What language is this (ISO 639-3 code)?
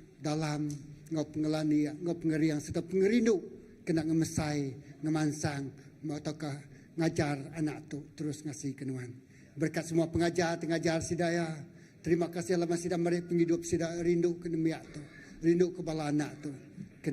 iba